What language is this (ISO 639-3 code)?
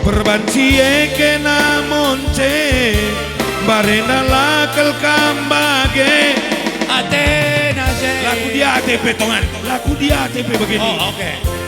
btx